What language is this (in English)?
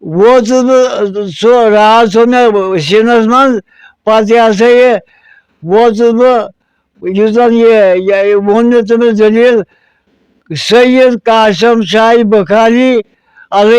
Kashmiri